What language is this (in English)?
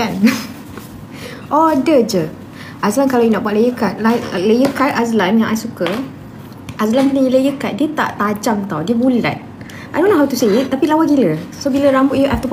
Malay